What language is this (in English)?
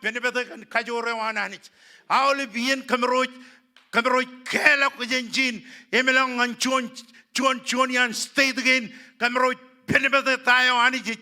Marshallese